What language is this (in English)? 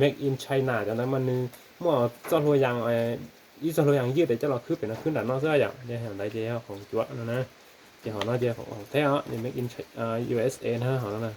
Hmong